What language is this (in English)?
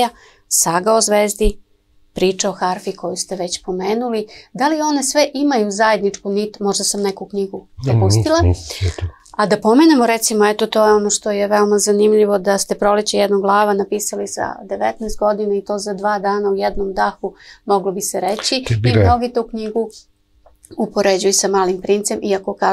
Serbian